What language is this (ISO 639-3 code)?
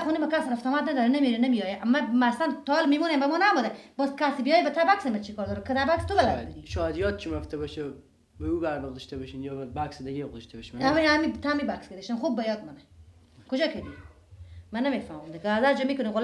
fas